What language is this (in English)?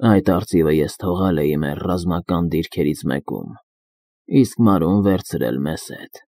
Armenian